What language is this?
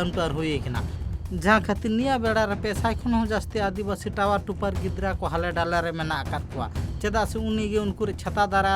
Santali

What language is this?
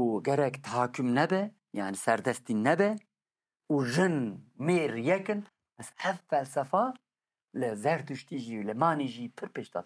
Kurdish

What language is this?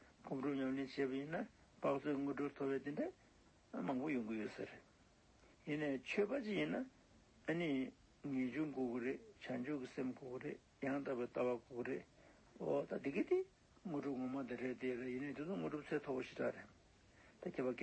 Tibetan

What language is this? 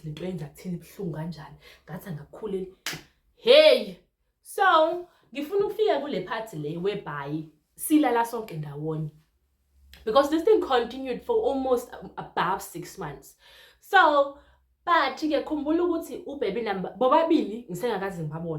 Zulu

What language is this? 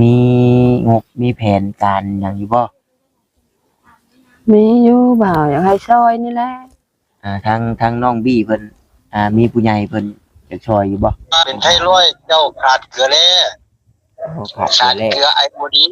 Northeastern Thai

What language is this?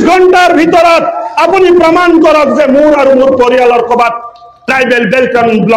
Assamese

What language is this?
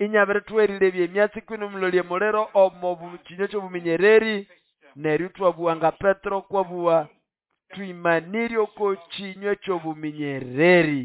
Nande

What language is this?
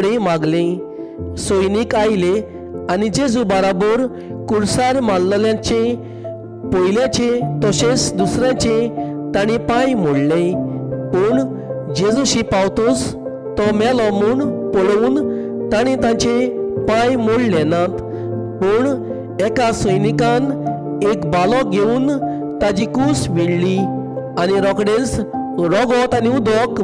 Konkani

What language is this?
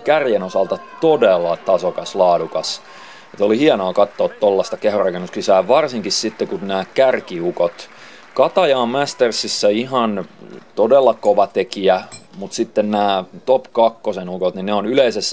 Finnish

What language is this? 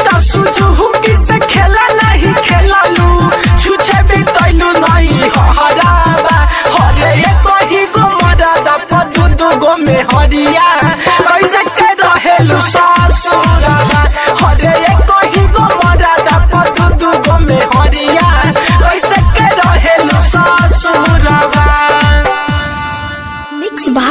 Bhojpuri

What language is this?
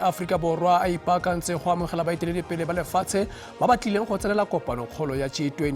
Tswana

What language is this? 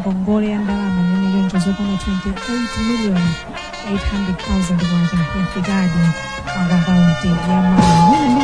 Nyanja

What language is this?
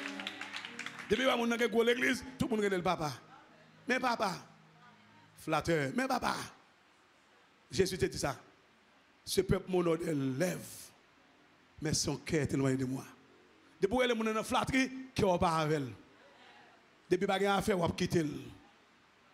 French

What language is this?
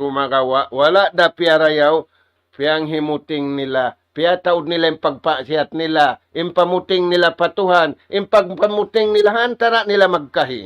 Tausug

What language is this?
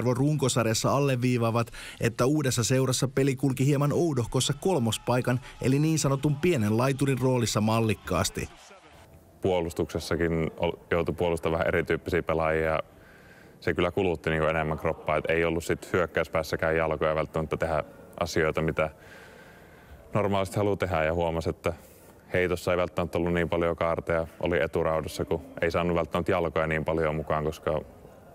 Finnish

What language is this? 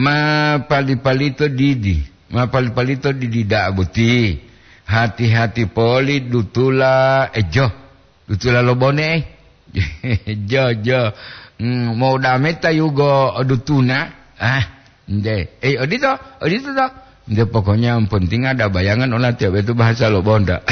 Gorontalo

